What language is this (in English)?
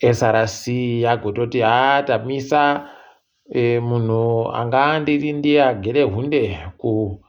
Ndau